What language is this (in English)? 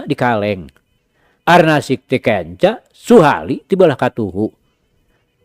Sundanese